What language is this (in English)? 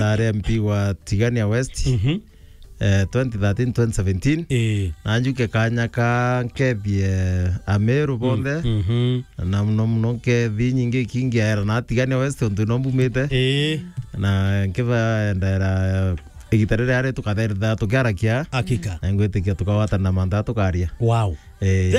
Meru